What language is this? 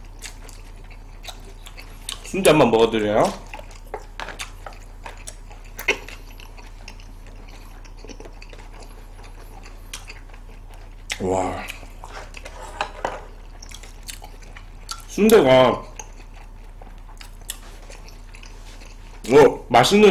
Korean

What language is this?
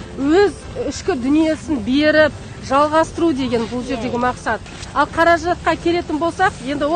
Kazakh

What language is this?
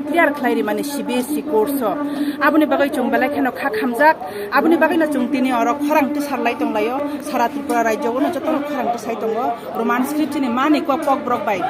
Kok Borok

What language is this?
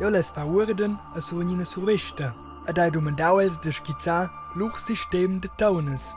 Romansh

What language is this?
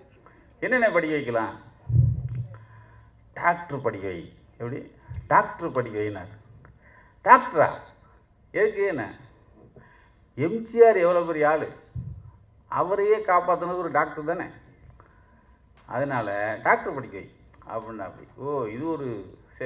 Tamil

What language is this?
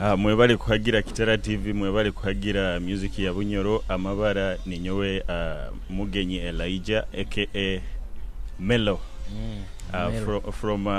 Nyoro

